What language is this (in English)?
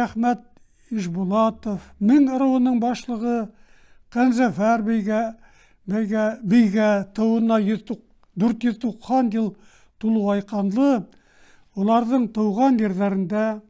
Bashkir